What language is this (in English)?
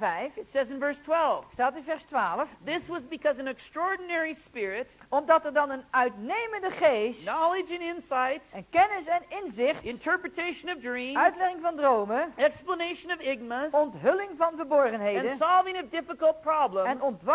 Dutch